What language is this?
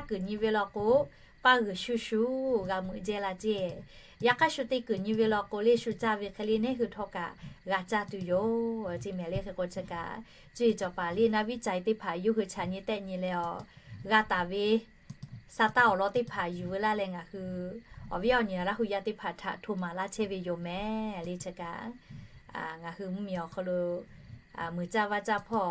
Lahu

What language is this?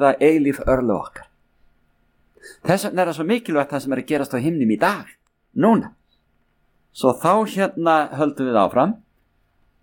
Icelandic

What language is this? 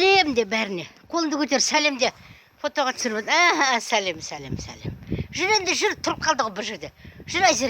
Kazakh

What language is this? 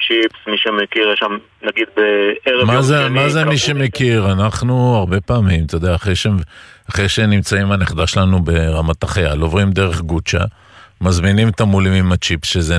Hebrew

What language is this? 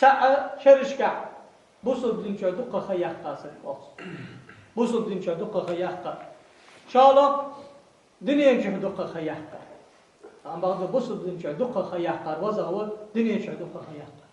Ingush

